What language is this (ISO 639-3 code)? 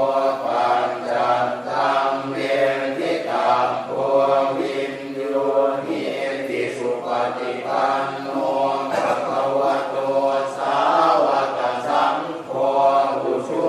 pli